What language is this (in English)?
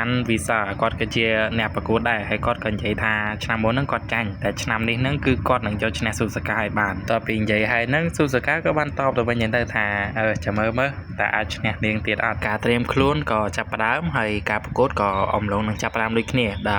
Khmer